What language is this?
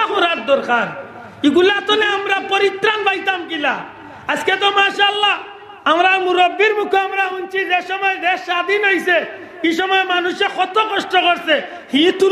Sylheti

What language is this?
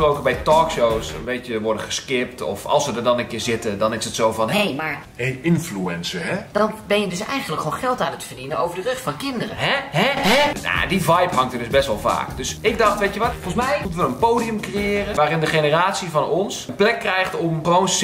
Dutch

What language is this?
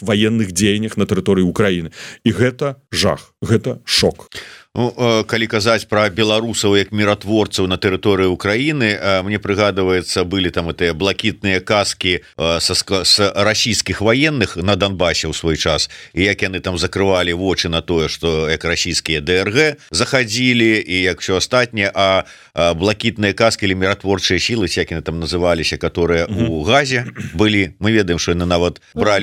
Belarusian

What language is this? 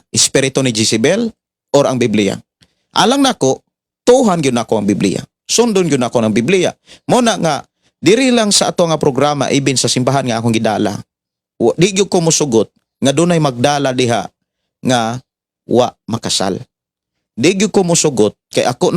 Cebuano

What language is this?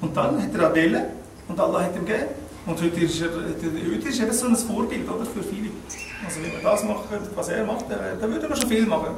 Swiss German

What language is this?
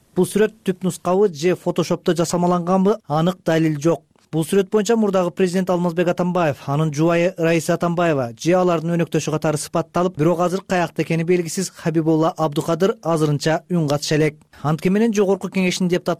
Kyrgyz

